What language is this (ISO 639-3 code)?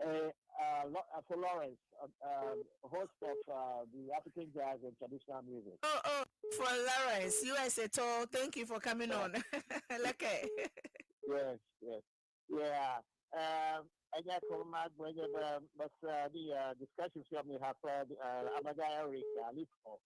ewe